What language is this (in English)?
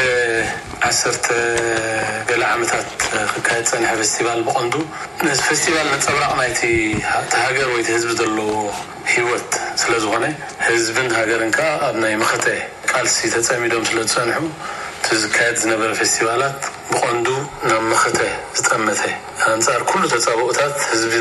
Tigrinya